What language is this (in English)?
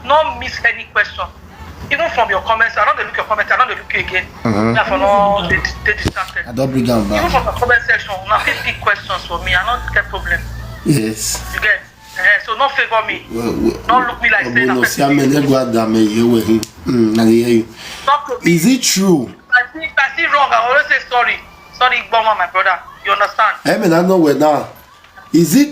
Nigerian Pidgin